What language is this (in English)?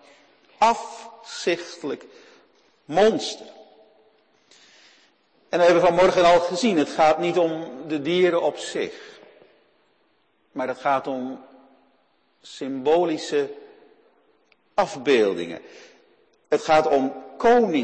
Dutch